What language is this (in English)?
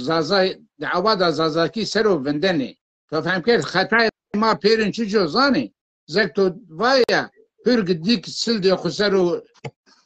Zaza